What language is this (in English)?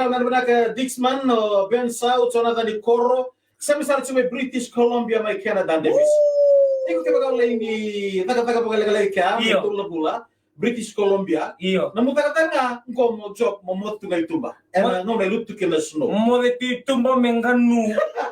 Fijian